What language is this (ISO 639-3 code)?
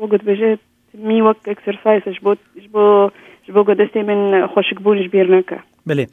kur